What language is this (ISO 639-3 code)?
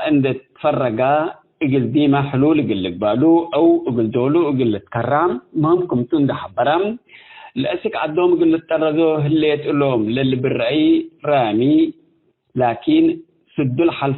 tig